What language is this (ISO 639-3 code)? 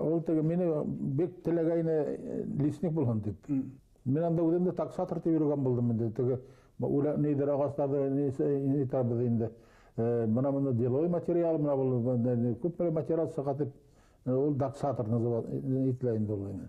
bak